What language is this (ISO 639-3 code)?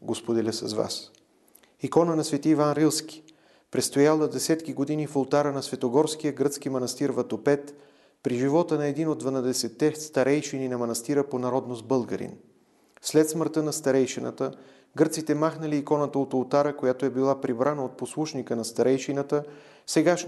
bul